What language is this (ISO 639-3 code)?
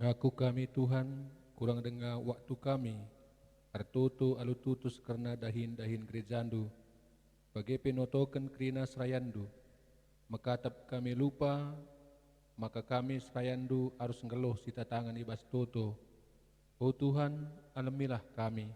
btx